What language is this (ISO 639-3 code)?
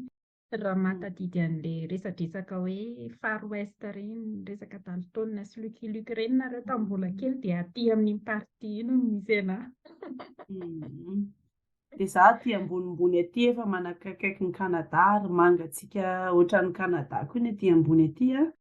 mlg